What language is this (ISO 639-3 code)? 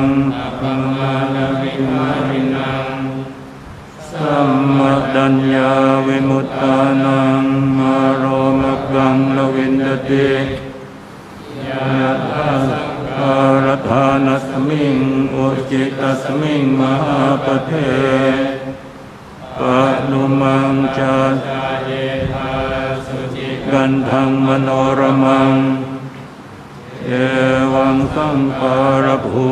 pli